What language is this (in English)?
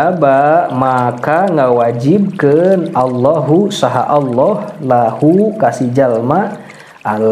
Sundanese